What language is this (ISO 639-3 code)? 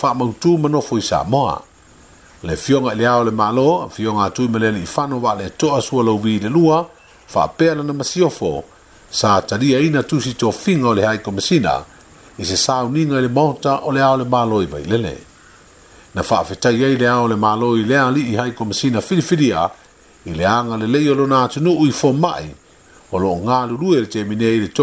smo